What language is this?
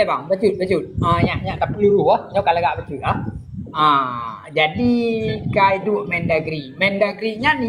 Achinese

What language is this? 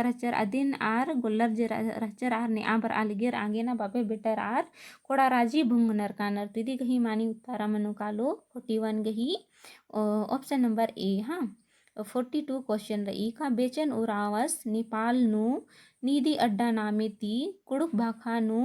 Kurukh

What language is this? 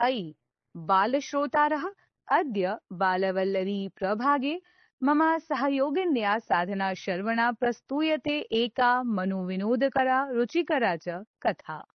Sanskrit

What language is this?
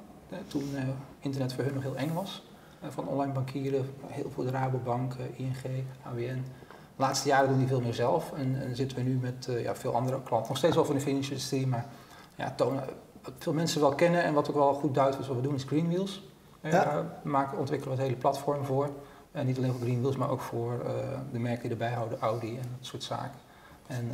Dutch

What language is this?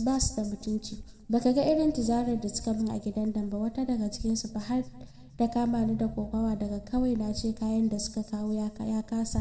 Hausa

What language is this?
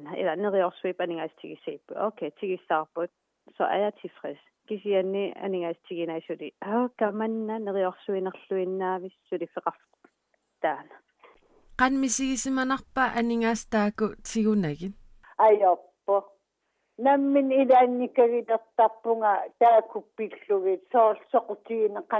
Kalaallisut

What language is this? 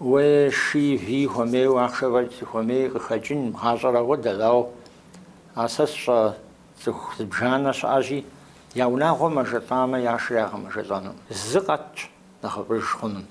Kabardian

